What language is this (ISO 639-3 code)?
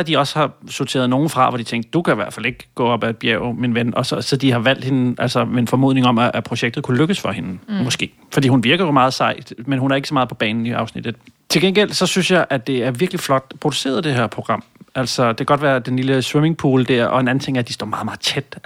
dan